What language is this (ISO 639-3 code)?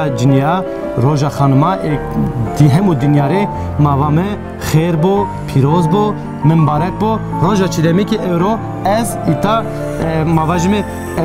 zza